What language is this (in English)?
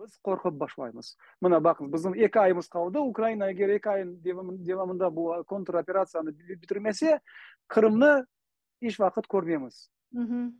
Crimean Tatar